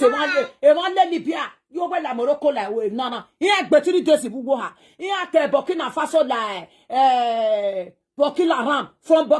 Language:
Nigerian Pidgin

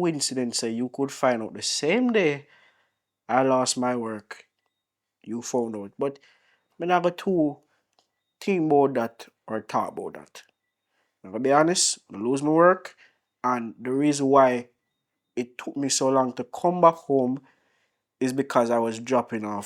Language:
Jamaican Creole English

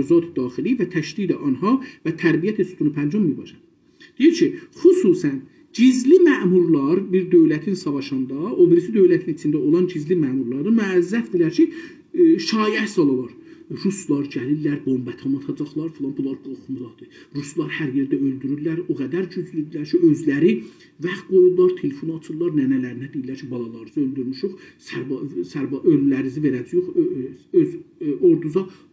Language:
South Azerbaijani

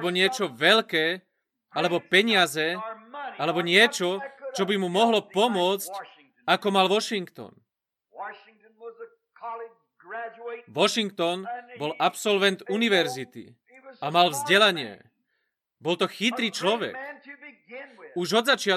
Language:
Slovak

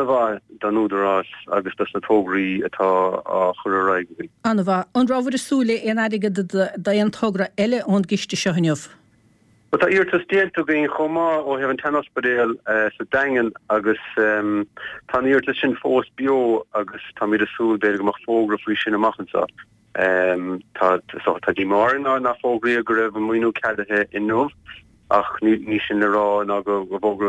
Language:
Irish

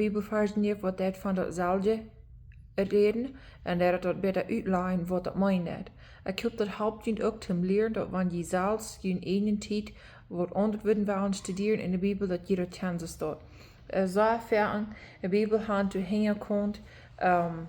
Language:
Plautdietsch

